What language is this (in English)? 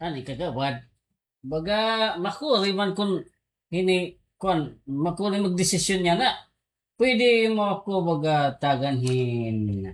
Waray